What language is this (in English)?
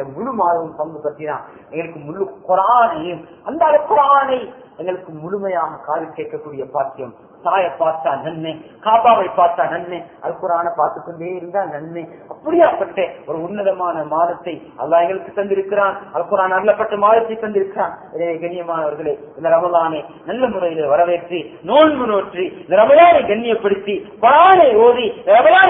Tamil